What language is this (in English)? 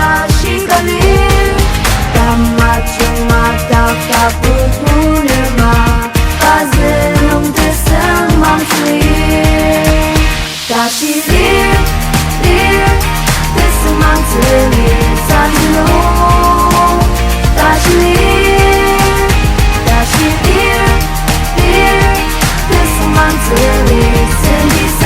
Ao Naga